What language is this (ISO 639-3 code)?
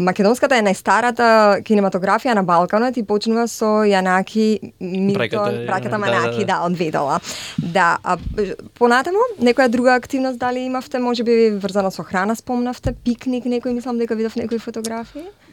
mkd